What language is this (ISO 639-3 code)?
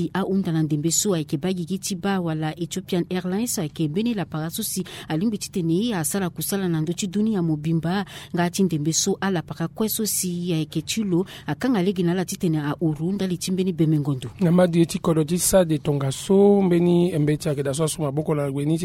sag